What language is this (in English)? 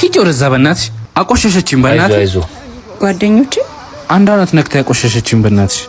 Amharic